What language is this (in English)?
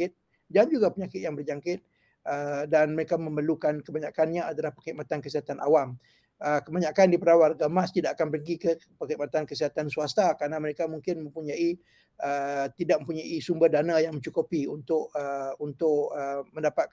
Malay